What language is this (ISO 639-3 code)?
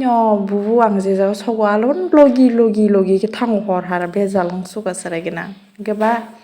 trp